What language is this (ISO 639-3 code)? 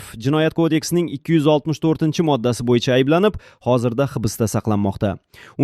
uzb